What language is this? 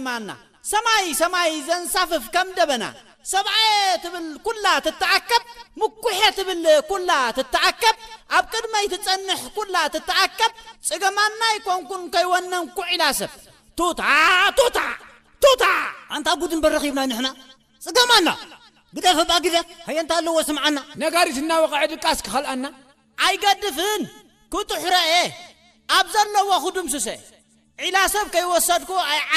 Tigrinya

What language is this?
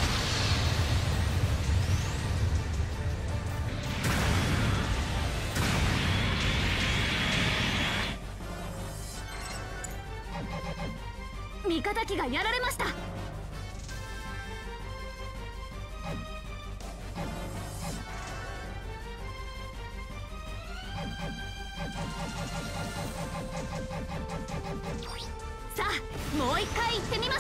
Japanese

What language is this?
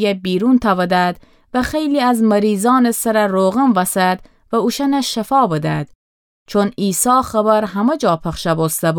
Gilaki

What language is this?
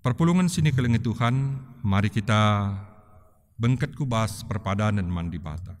Batak Karo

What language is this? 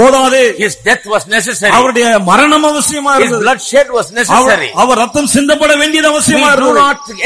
Tamil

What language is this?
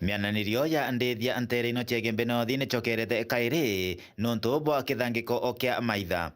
Meru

